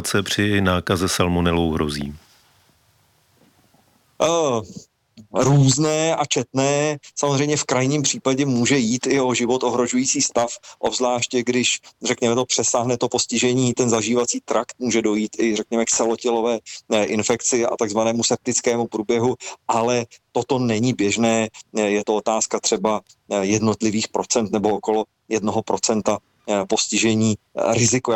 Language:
Czech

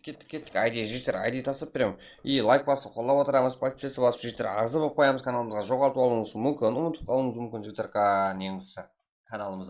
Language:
Kara-Kalpak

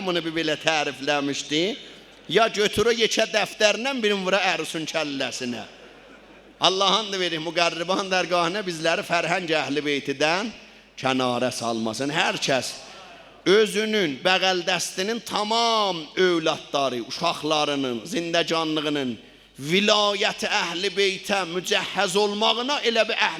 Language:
South Azerbaijani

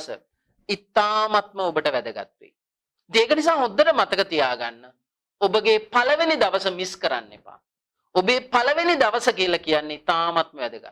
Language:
Sinhala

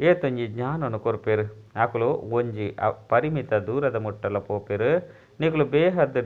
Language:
Tulu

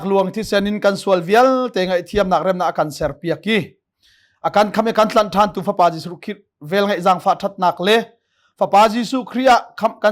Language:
Hakha Chin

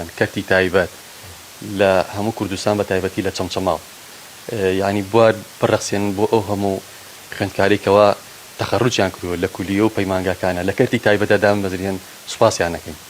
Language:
Central Kurdish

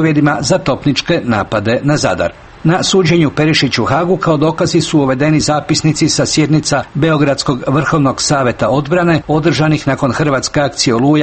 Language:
Croatian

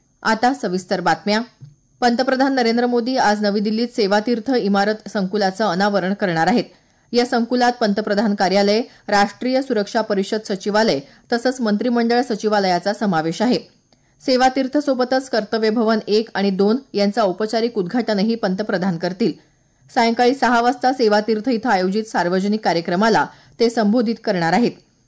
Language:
Marathi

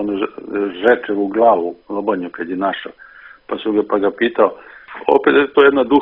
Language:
Serbian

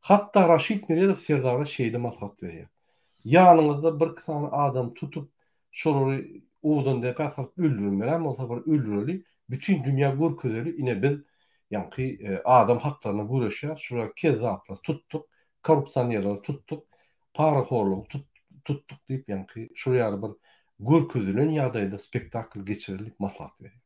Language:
Turkmen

